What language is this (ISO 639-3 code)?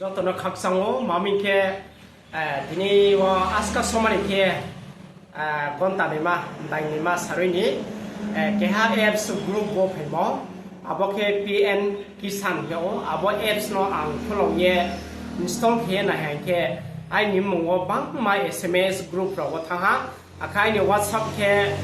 ria